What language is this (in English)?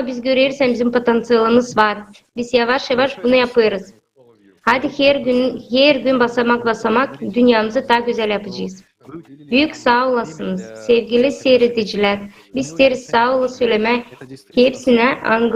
Gagauz